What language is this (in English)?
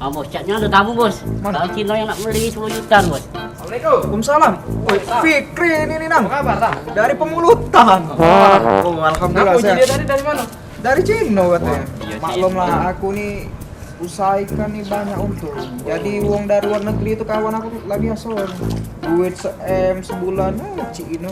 Musi